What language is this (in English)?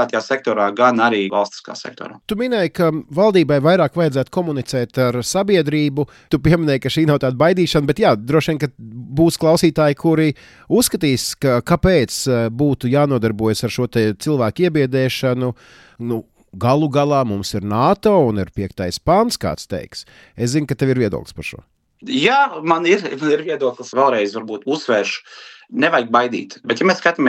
Latvian